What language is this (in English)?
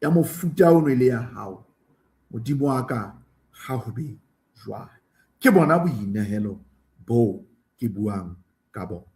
Southern Sotho